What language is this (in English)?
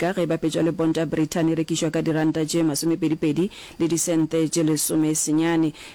Northern Sotho